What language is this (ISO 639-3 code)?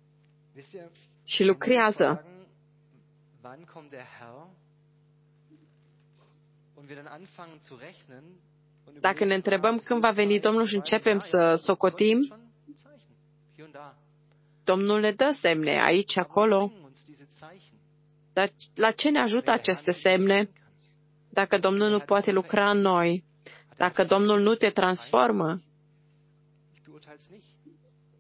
ron